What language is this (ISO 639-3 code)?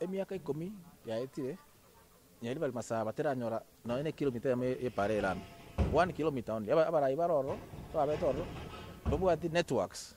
guz